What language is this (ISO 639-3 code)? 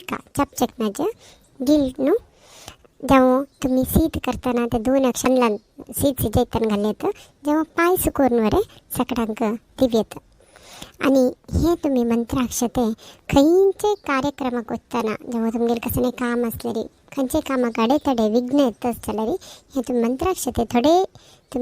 kok